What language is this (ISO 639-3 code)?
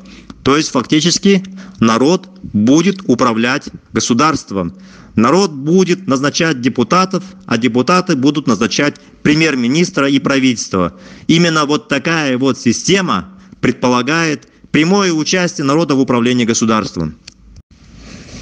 rus